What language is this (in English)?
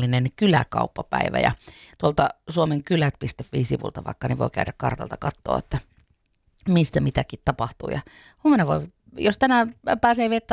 Finnish